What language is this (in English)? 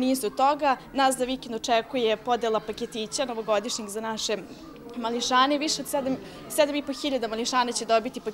Serbian